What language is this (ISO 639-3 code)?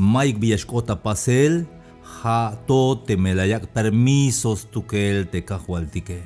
tzh